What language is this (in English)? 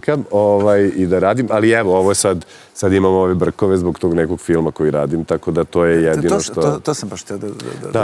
Serbian